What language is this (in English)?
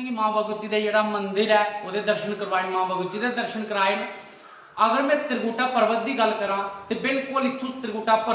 Dogri